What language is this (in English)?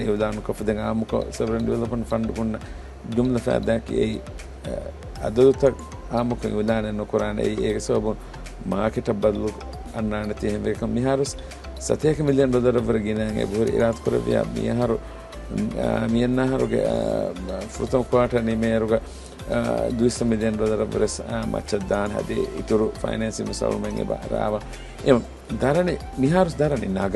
Divehi